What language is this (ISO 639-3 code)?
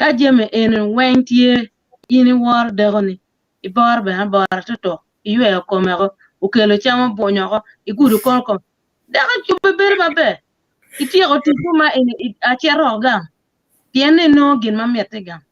ach